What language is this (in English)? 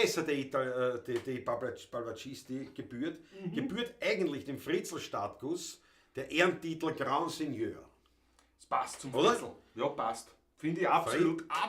Bavarian